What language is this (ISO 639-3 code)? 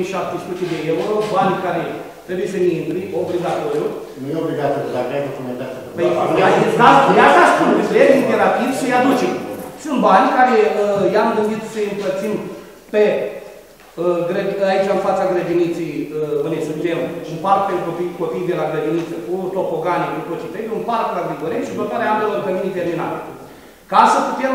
ron